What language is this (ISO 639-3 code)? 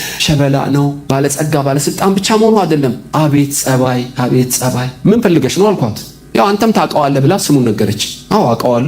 amh